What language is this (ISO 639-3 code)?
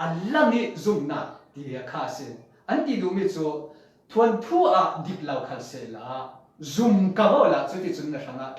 cfm